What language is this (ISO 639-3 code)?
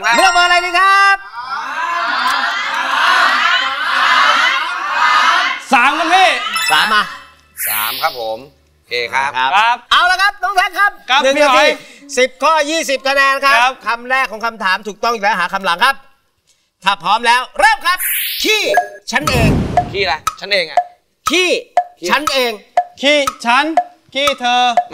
tha